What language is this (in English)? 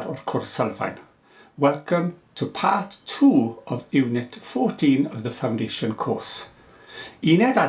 Welsh